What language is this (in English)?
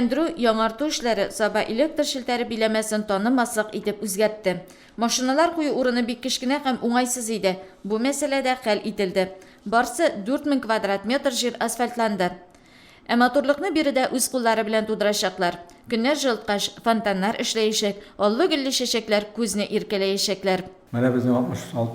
Tatar